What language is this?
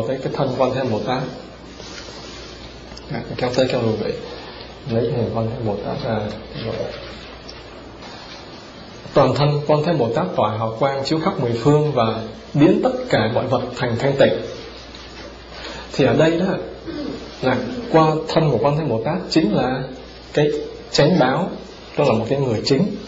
Vietnamese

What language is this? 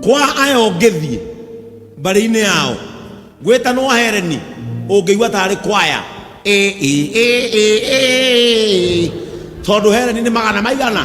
Kikuyu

